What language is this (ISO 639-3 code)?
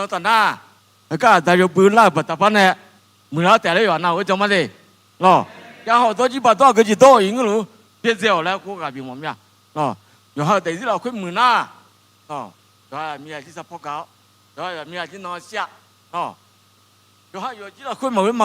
ahk